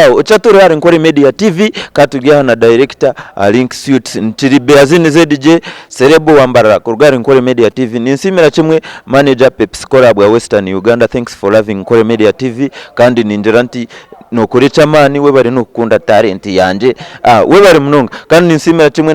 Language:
Nyankole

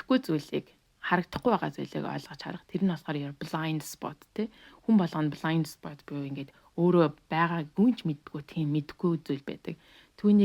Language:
Mongolian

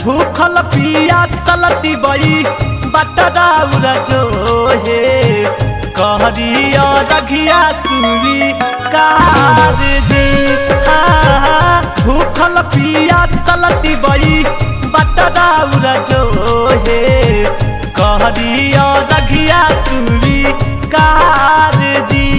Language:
Magahi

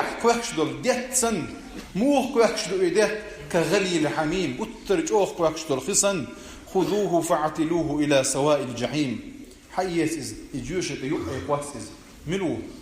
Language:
Chechen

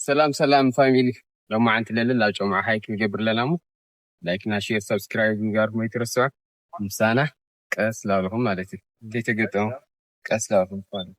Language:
Tigrinya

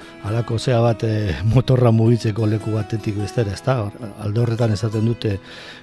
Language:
Basque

